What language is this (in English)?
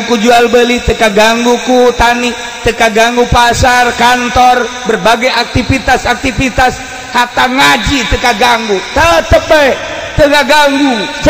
Sundanese